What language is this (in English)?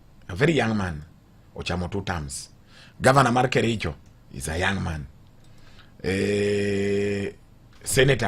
Luo (Kenya and Tanzania)